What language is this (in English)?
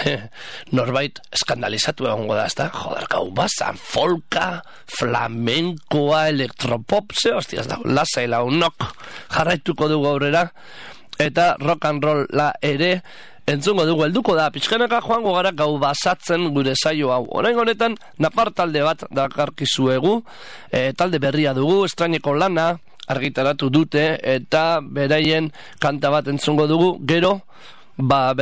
Basque